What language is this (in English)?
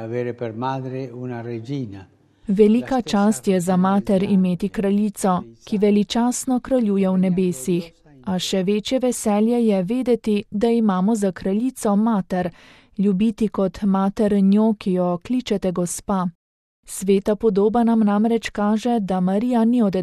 Slovenian